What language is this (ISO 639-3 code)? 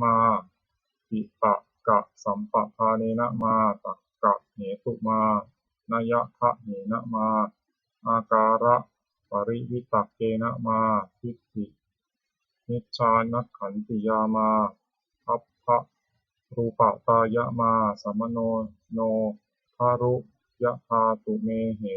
pli